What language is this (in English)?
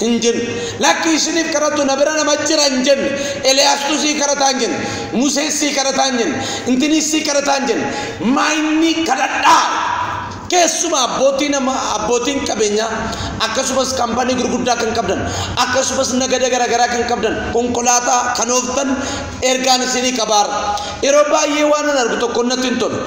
Oromo